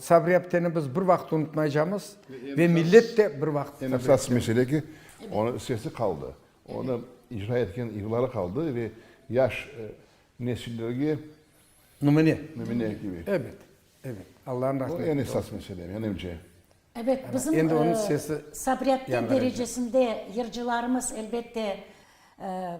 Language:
Crimean Tatar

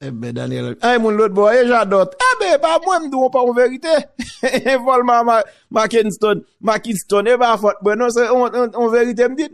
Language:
Haitian Creole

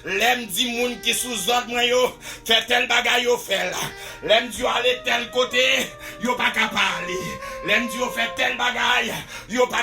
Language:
Haitian Creole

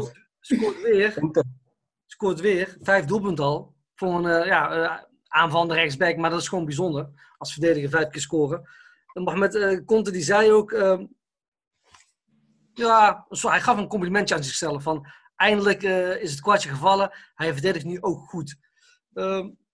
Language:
Dutch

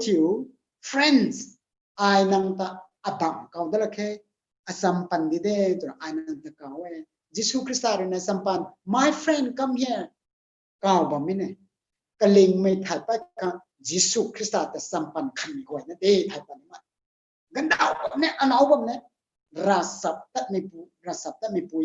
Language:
Rongmei Naga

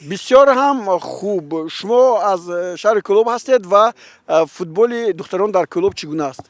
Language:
Tajik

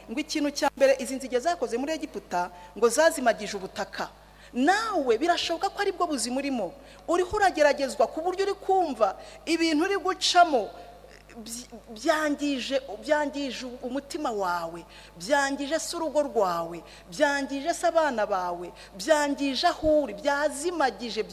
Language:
Kinyarwanda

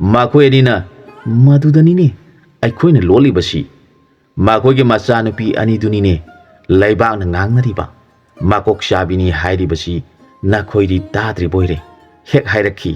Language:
Manipuri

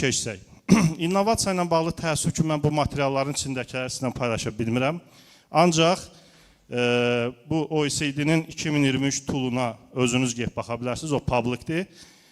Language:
Azerbaijani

